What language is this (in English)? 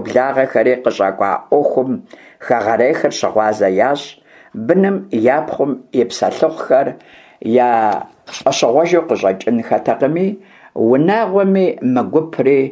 Kabardian